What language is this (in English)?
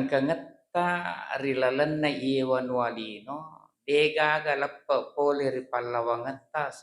Buginese